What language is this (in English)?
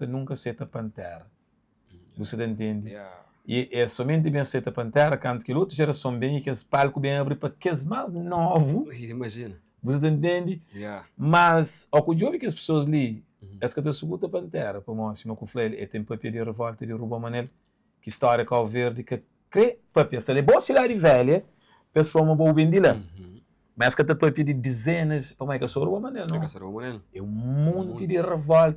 Kabuverdianu